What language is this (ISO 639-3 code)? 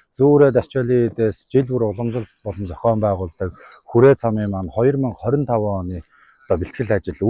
mon